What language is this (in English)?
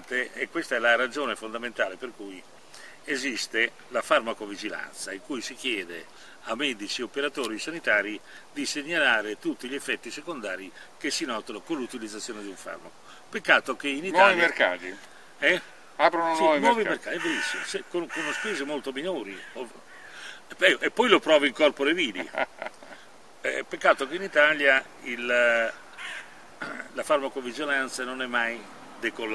Italian